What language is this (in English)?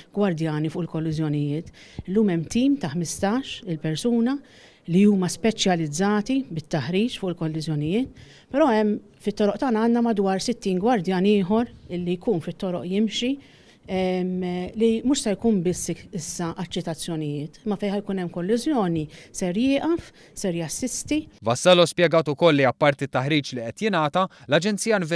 Maltese